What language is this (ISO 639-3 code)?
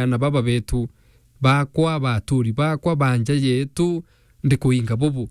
mer